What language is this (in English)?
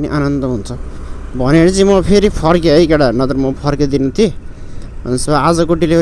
Nepali